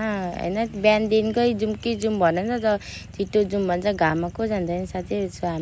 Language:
Nepali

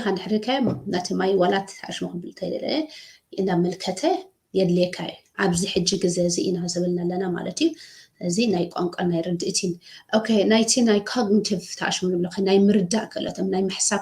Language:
Tigrinya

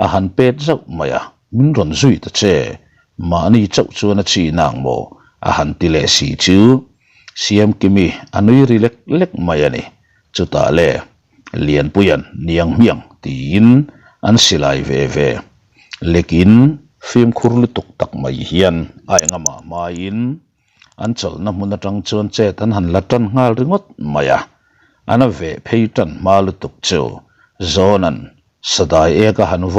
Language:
Mizo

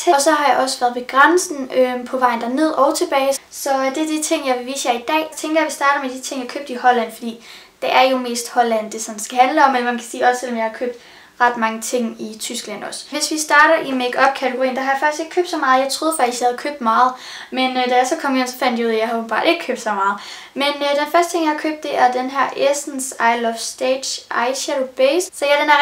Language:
Danish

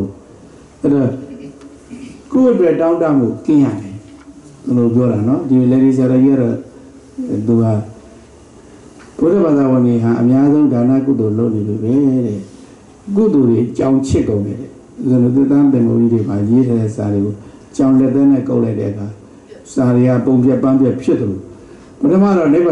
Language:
Burmese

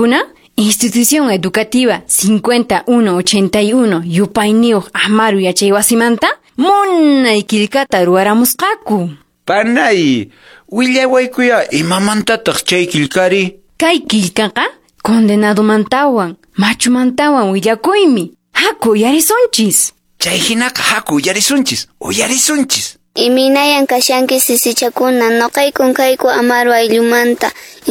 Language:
Quechua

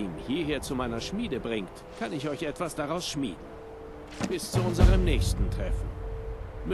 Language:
Bavarian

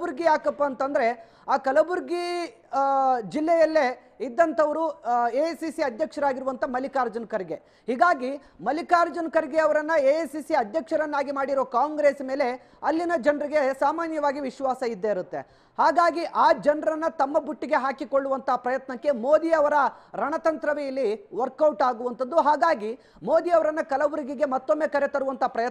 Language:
Kannada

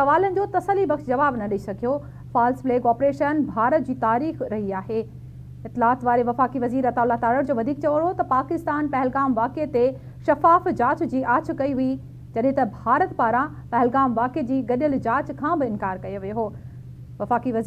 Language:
Sindhi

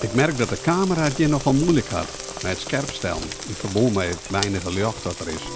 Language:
Western Frisian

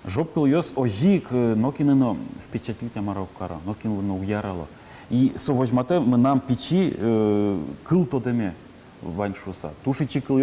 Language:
Udmurt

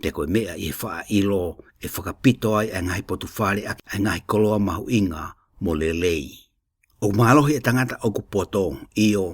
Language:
Tongan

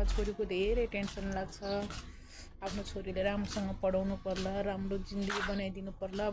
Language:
Nepali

